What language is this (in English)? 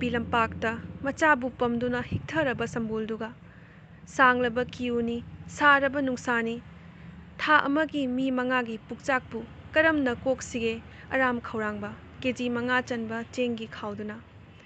Manipuri